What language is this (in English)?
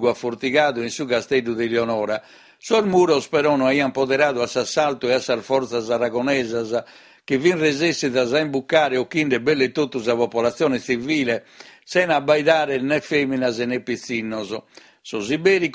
Sardinian